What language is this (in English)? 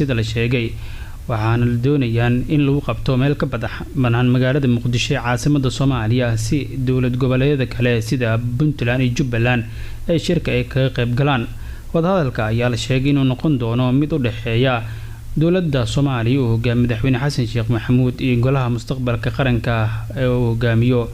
Somali